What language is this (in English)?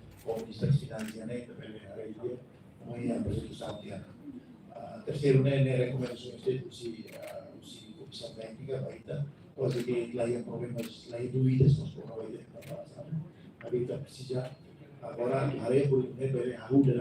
Tetum